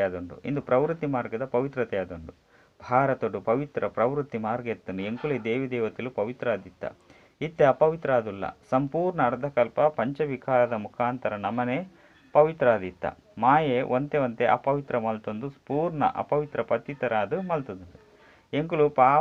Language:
Tulu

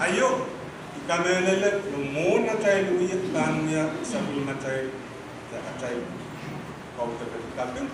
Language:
Pohnpeian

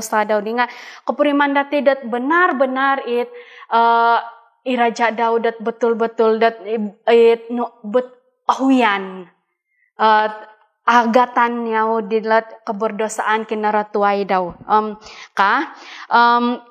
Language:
Central Dusun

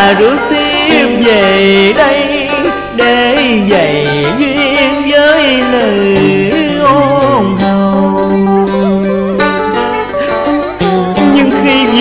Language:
Vietnamese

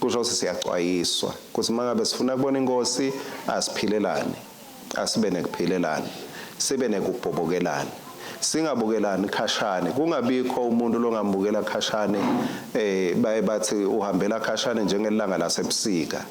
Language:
Swati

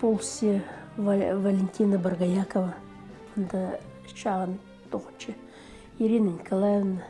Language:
Khakas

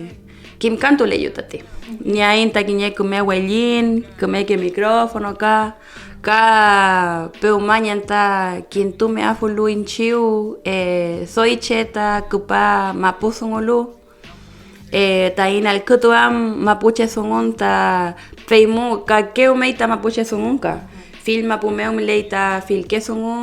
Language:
Mapuche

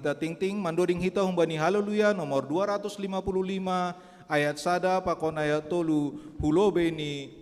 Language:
Batak Simalungun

